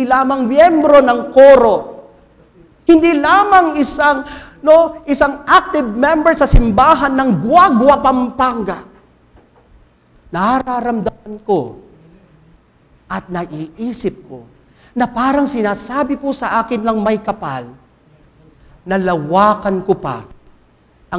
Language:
Filipino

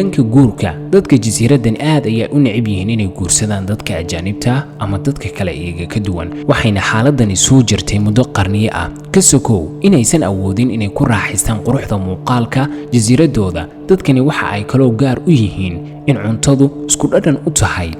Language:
Somali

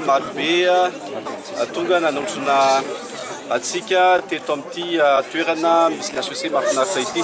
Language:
Malagasy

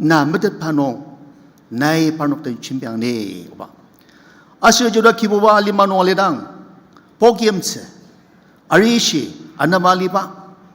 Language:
Ao Naga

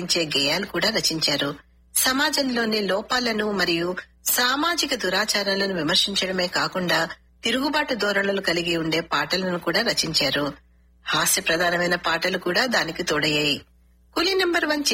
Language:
Telugu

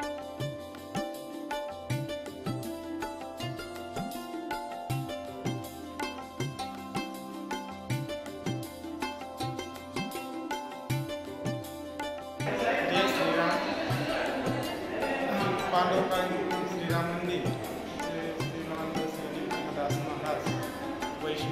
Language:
Marathi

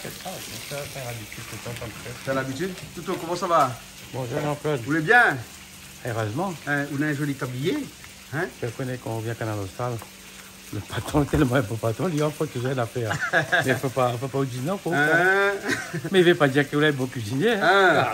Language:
Réunion Creole French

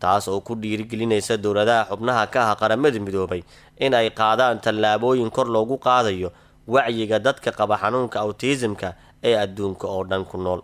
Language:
Somali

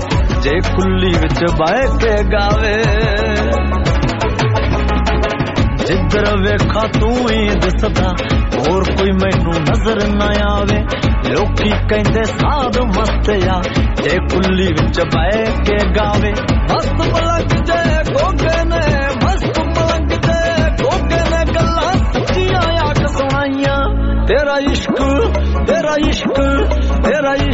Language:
Punjabi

